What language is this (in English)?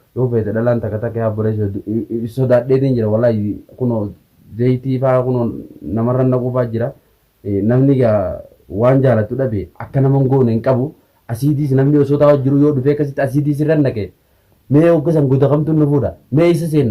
Oromo